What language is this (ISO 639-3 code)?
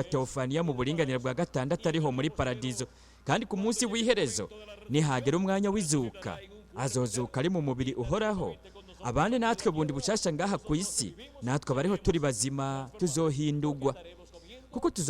run